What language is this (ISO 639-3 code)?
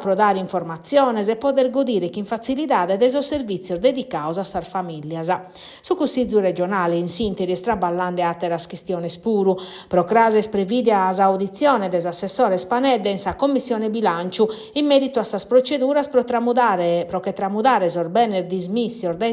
srd